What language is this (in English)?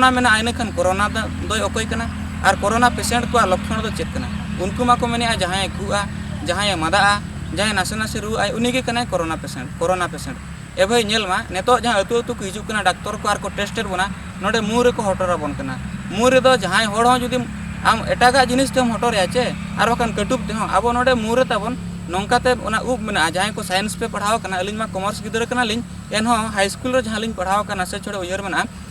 Santali